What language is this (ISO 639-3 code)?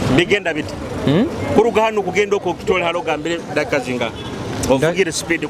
nyo